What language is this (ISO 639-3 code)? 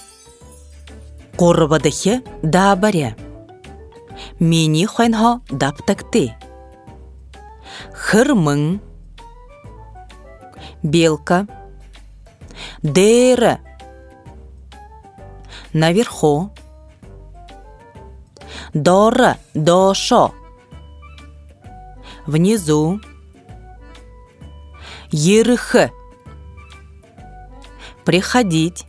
bua